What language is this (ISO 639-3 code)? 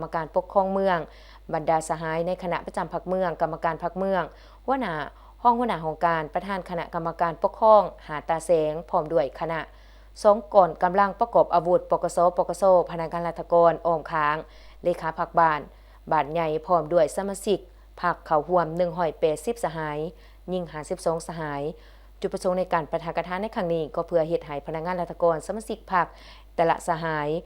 lao